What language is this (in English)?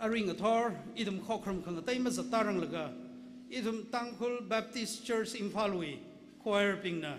Tangkhul Naga (India)